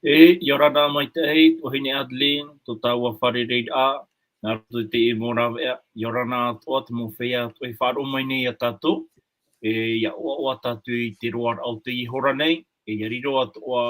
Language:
Tahitian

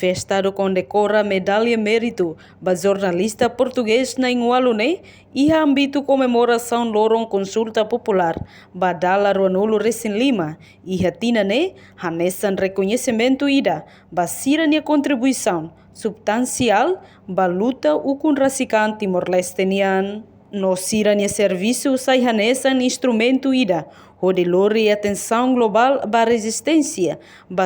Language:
Tetum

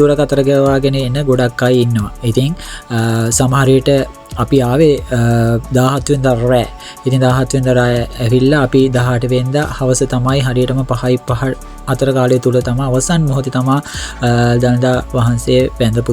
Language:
Sinhala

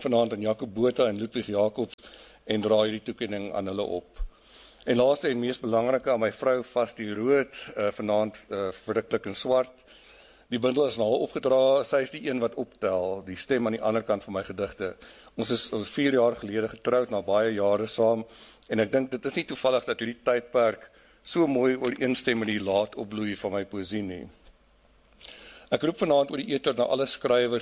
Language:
Afrikaans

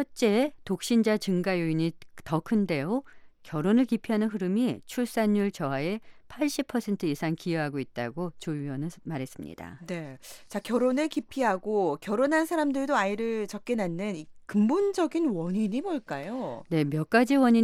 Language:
Korean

